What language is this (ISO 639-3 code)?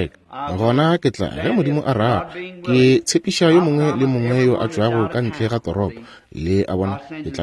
nso